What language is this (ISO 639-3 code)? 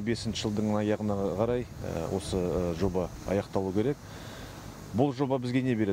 kaz